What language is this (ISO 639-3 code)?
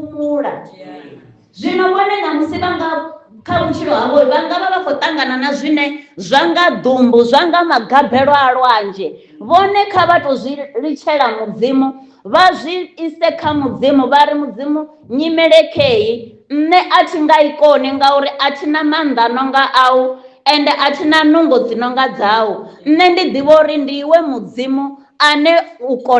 ven